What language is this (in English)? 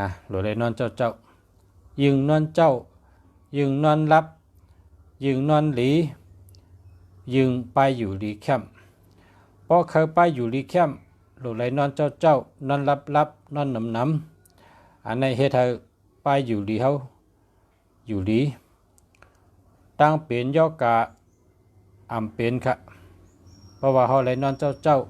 Shan